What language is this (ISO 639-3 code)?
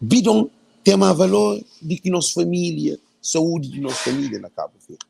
kea